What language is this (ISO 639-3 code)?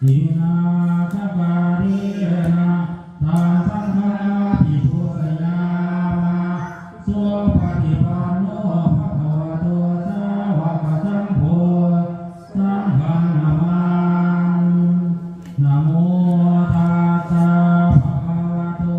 pli